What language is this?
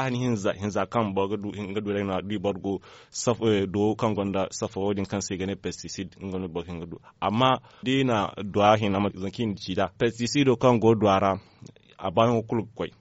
Zarma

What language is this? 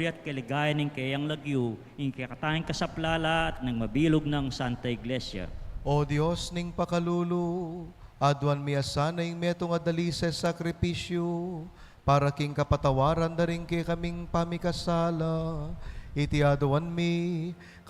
Pampanga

